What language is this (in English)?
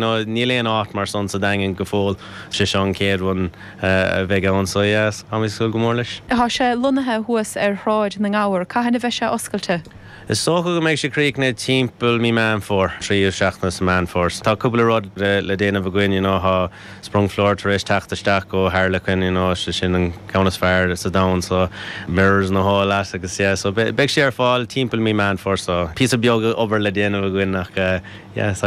Irish